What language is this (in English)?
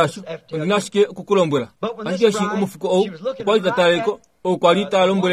Kuanyama